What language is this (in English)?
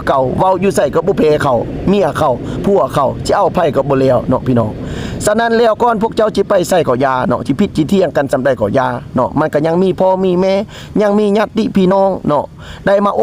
Lao